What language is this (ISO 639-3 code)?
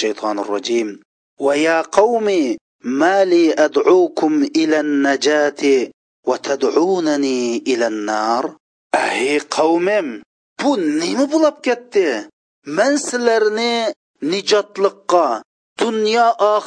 uig